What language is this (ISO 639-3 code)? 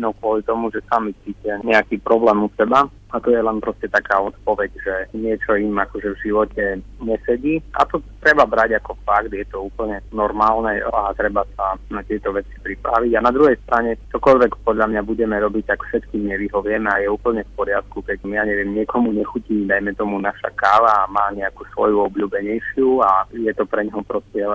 slk